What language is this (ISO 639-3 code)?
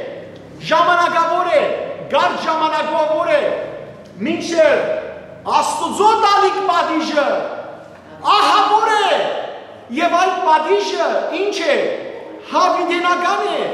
hyw